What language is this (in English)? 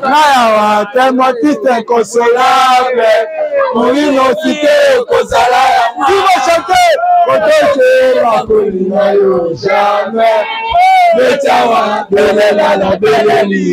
Lingala